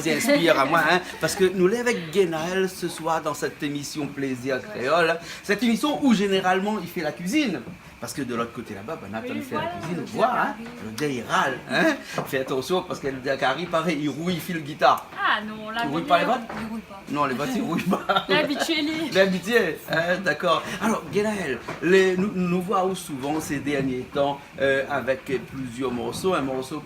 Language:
Réunion Creole French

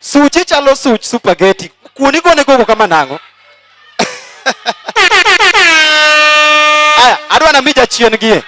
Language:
Luo (Kenya and Tanzania)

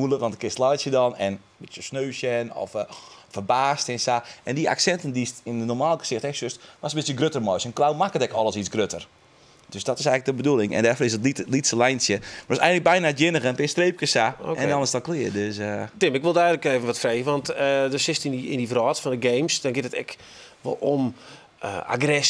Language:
Western Frisian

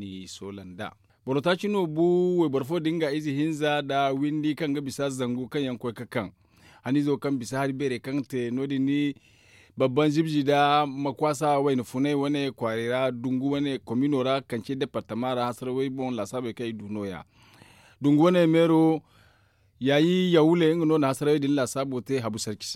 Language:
Zarma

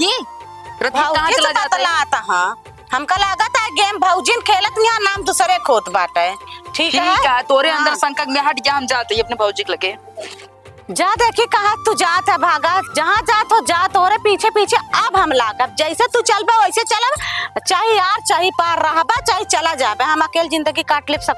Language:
Awadhi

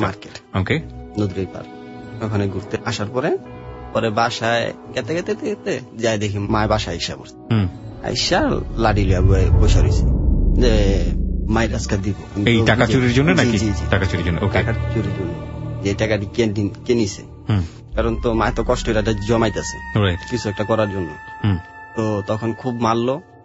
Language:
Bangla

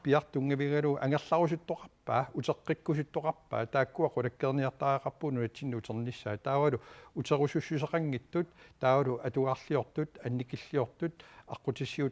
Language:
Kalaallisut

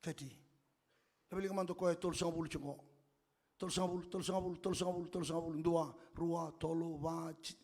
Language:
Fijian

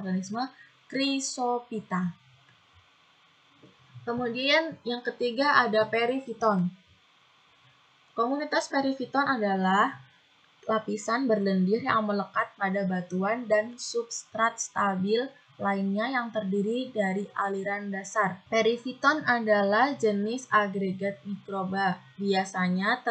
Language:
Indonesian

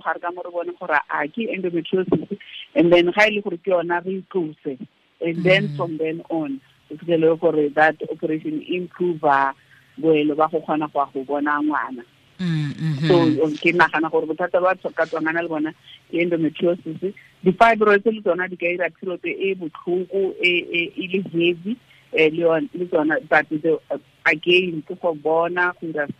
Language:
Tswana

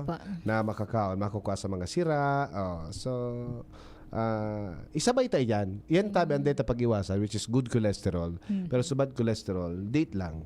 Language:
Bikol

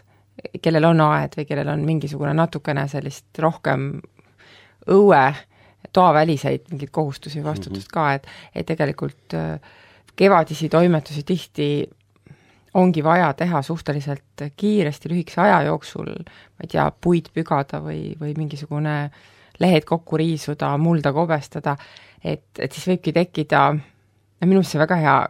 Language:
Estonian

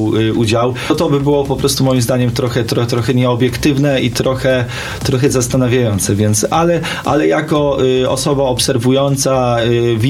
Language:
Polish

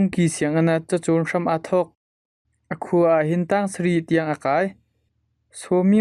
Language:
Hakha Chin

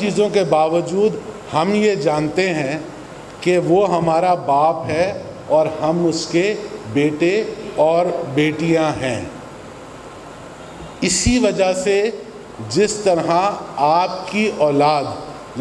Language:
Urdu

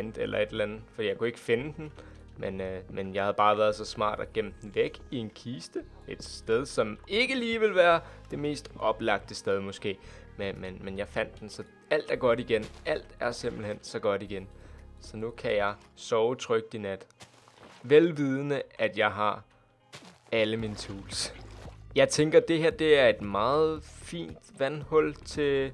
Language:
Danish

